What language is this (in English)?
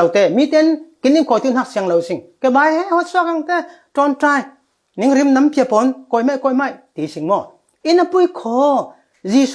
Falam Chin